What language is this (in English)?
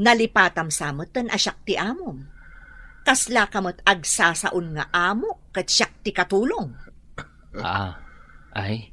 Iloko